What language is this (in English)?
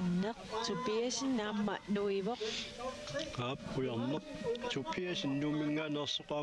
Kalaallisut